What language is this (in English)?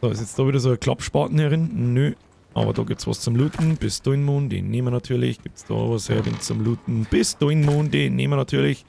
Bavarian